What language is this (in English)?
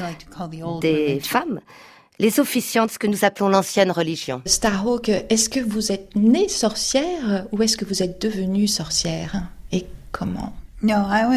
French